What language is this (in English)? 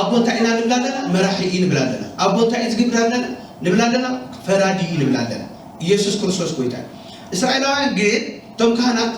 Tigrinya